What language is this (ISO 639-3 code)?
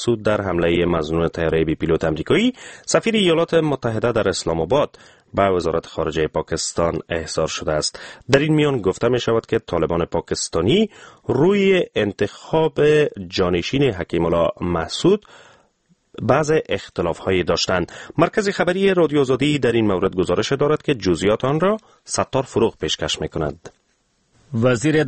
fas